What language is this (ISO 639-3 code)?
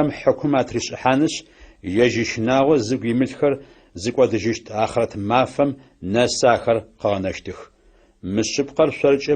ady